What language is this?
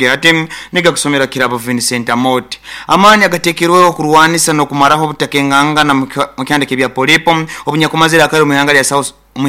Nyoro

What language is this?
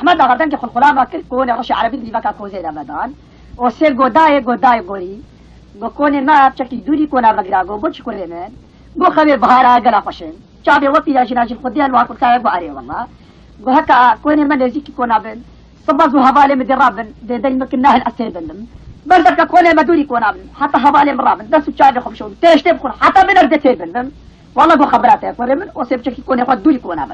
Kurdish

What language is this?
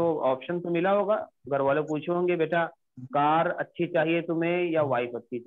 Hindi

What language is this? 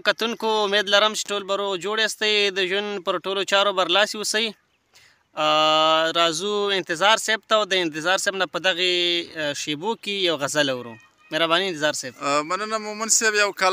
Pashto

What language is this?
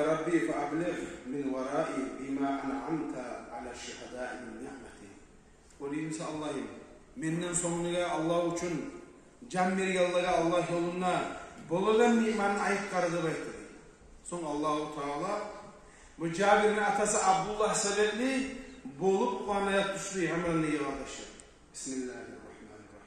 Kumyk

